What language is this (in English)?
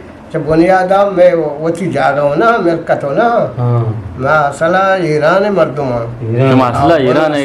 Eastern Balochi